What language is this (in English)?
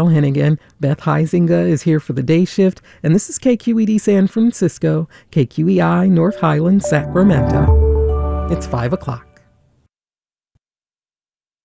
English